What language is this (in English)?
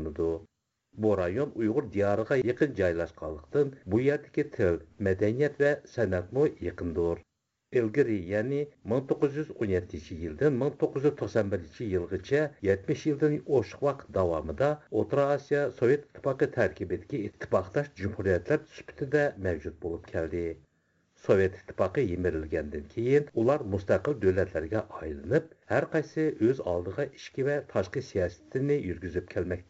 Uyghur